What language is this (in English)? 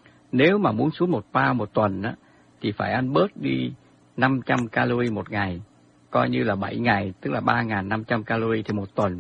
Vietnamese